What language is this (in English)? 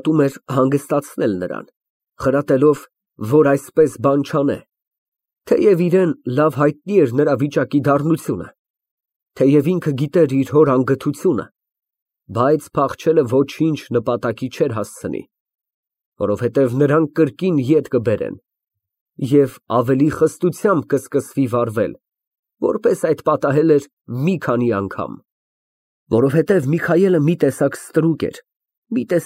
Armenian